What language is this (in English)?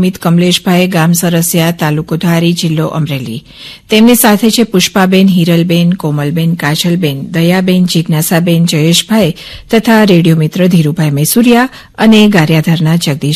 Gujarati